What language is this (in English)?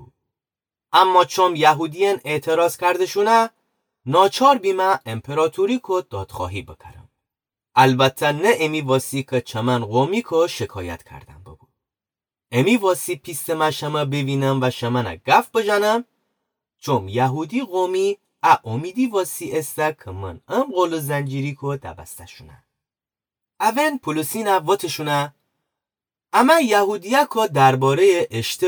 Gilaki